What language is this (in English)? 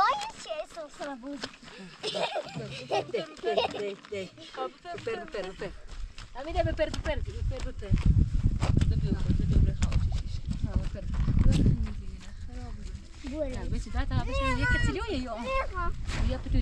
Persian